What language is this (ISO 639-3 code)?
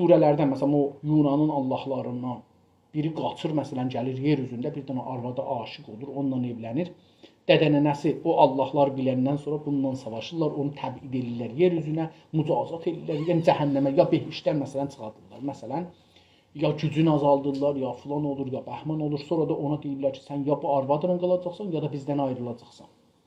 azb